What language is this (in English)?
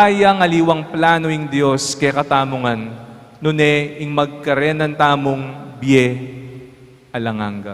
Pampanga